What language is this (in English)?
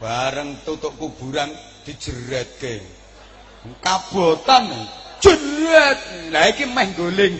Javanese